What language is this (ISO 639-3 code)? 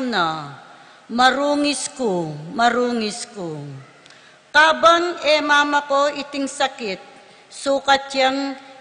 pam